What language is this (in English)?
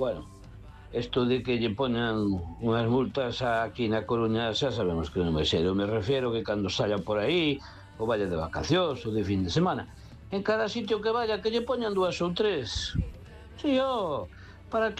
Galician